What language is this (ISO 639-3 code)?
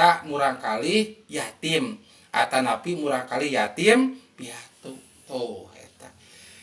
sun